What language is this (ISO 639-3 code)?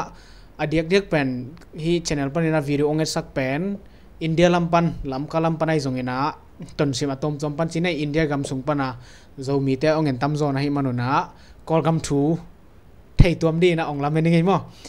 ctd